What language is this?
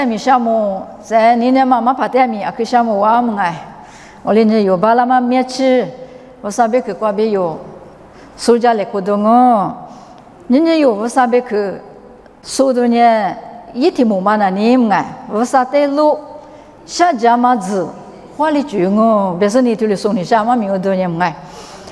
Lisu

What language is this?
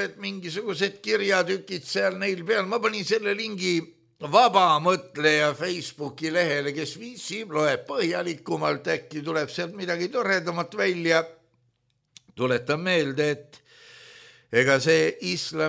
Estonian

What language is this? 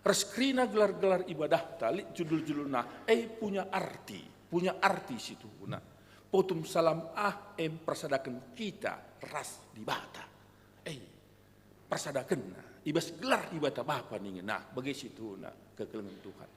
Batak Karo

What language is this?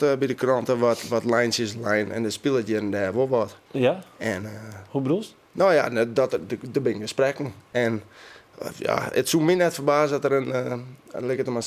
Western Frisian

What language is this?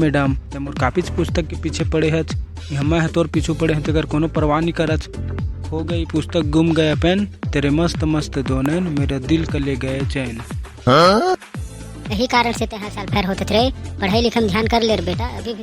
Chhattisgarhi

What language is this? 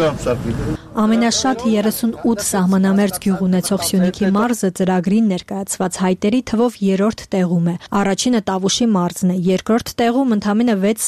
Armenian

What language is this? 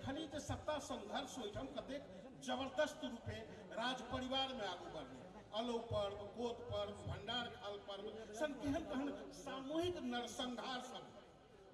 Maithili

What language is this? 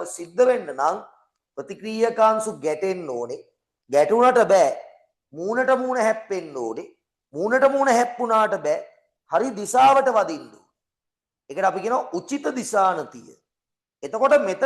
Sinhala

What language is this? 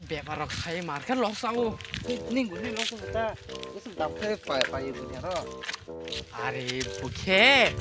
Kok Borok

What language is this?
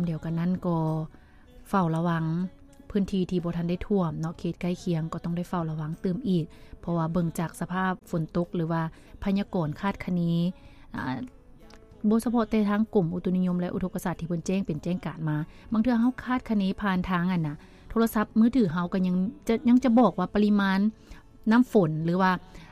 Lao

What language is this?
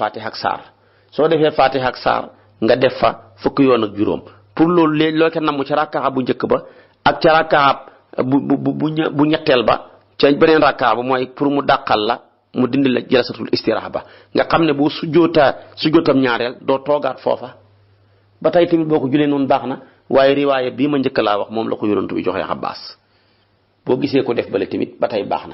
Wolof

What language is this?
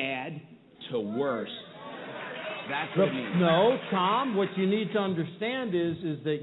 English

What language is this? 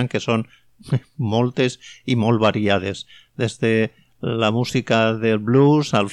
Catalan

